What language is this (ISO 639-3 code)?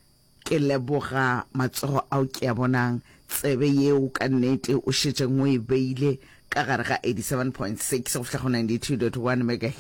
nso